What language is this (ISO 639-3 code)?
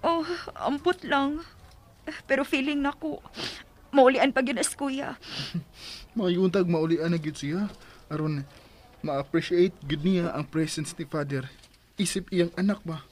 ceb